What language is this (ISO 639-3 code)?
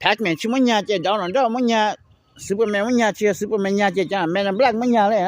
hmn